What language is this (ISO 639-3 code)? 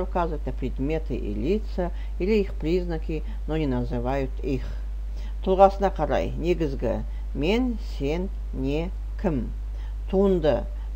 kaz